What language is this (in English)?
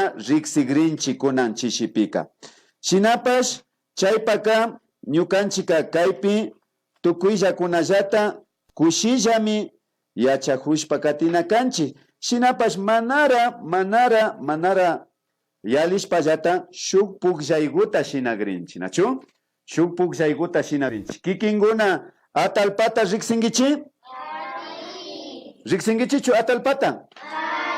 Imbabura Highland Quichua